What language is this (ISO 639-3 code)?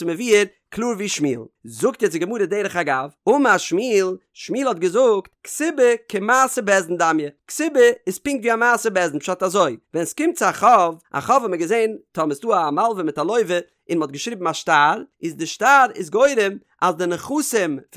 yid